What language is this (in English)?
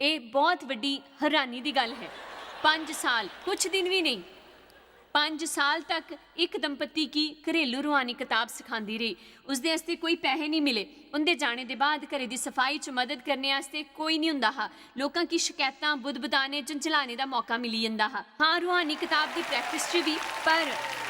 Dogri